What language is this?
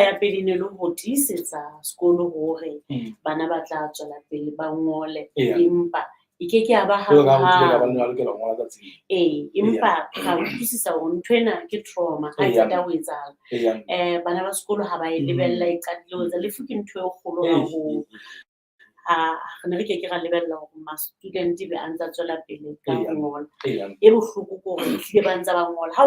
Southern Sotho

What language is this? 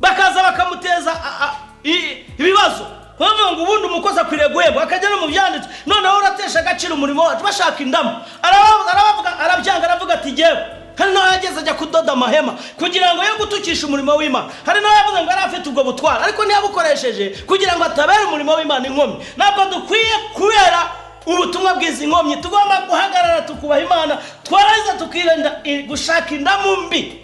Kinyarwanda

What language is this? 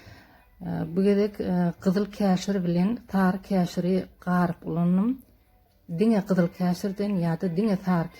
Turkmen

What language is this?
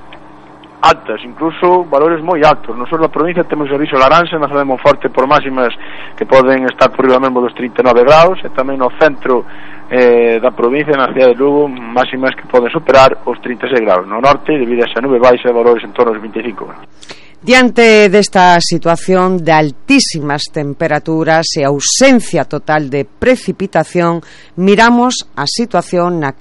Galician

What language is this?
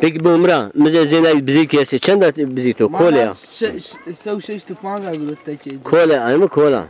Zaza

